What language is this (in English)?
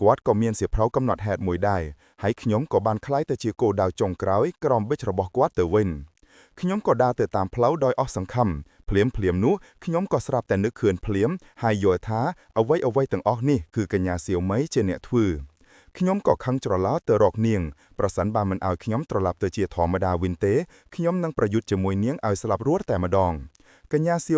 Khmer